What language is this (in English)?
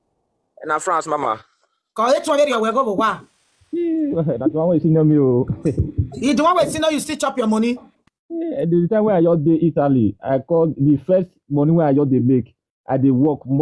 Nigerian Pidgin